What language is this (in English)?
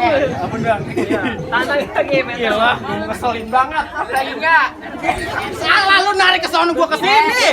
Betawi